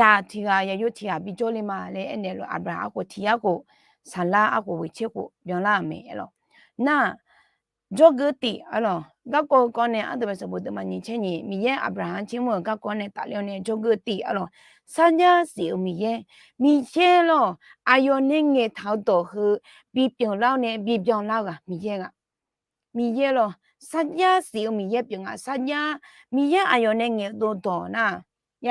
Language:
Akha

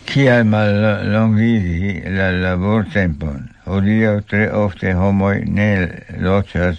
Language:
Esperanto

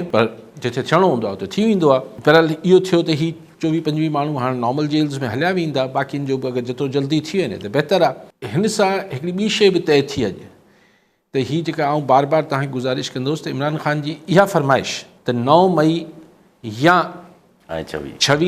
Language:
Sindhi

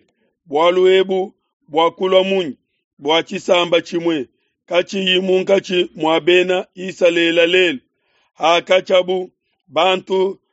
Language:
Luba-Lulua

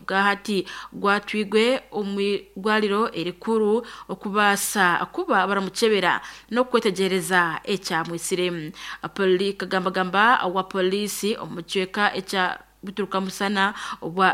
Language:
Nyankole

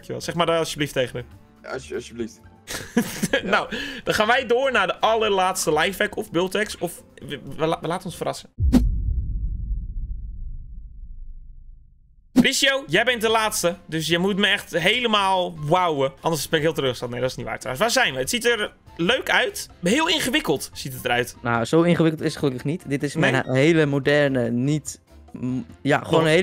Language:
Dutch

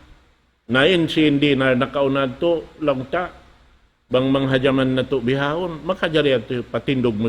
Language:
Tausug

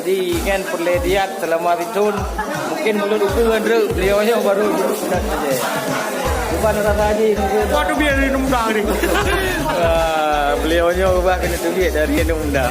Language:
Achinese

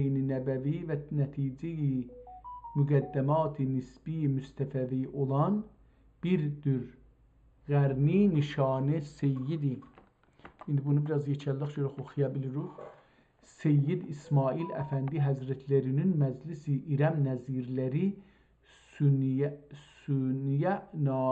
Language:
South Azerbaijani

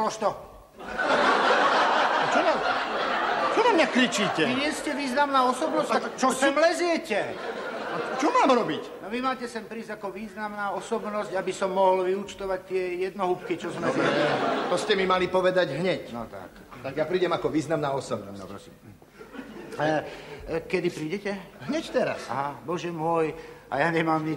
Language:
Slovak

